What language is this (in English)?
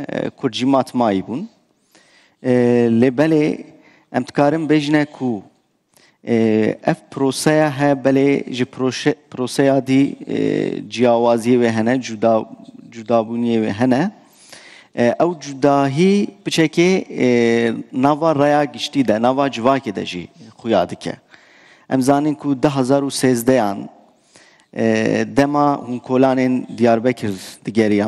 Kurdish